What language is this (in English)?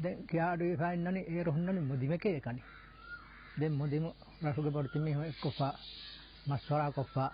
Divehi